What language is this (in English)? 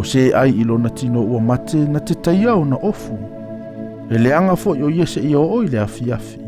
Samoan